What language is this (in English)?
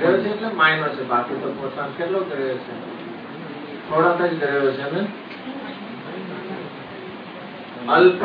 Gujarati